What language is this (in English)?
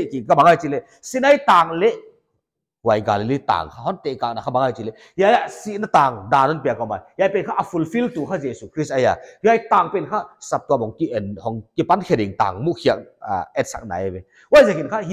Paite Chin